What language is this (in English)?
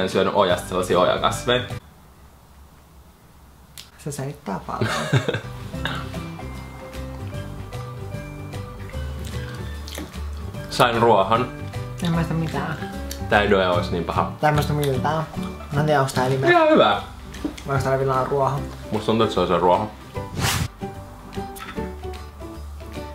Finnish